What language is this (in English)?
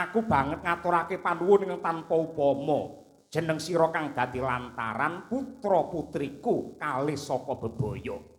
Javanese